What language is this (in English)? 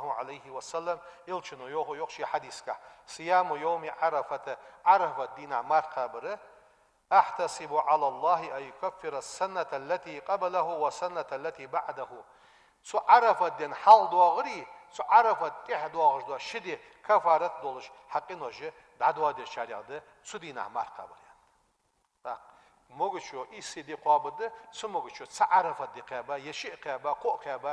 Ingush